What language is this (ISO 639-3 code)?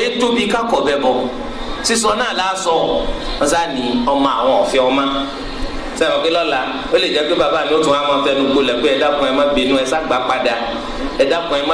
yor